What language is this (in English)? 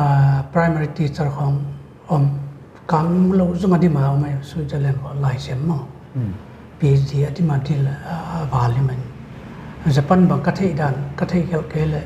Paite Chin